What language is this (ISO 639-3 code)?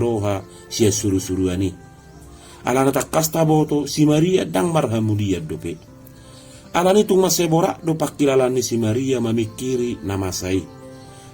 bbc